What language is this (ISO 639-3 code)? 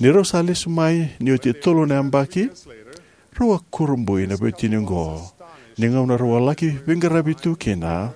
fij